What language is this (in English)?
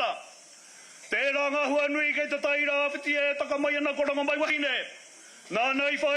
Māori